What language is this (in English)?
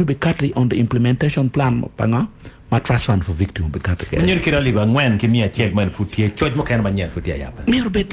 Acoli